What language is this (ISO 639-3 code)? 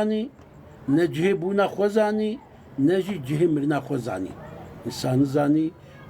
kur